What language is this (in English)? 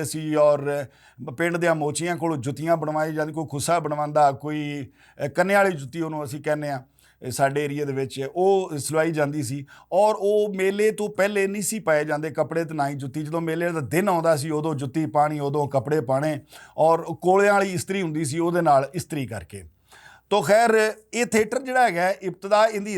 Western Panjabi